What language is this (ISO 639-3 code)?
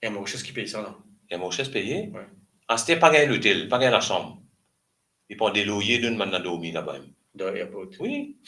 mfe